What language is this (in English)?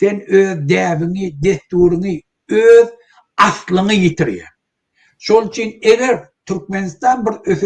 Turkmen